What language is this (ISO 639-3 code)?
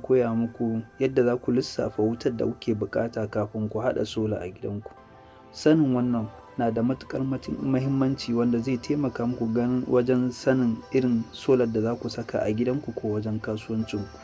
hau